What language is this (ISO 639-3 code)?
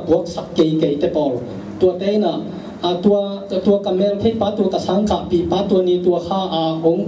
ctd